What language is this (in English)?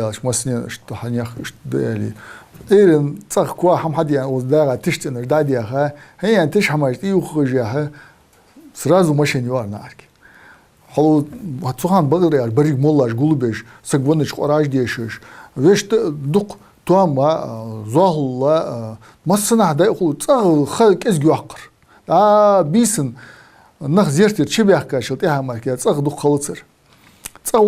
Ingush